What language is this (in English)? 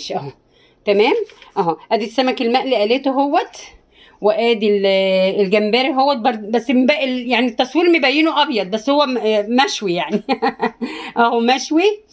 Egyptian Arabic